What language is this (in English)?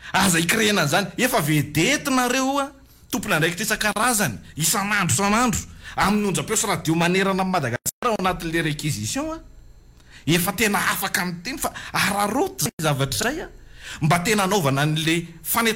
Malagasy